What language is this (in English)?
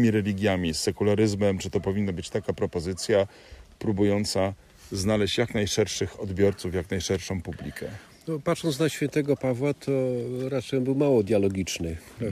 Polish